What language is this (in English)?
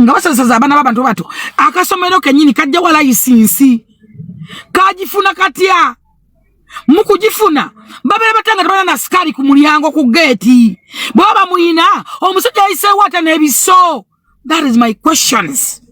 Ganda